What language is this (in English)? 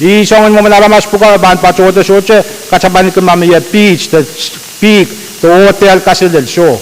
Pohnpeian